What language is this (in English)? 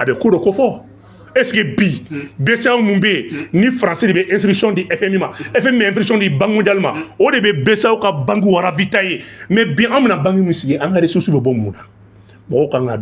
Bambara